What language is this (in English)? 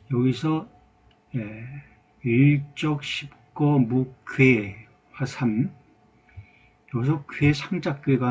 Korean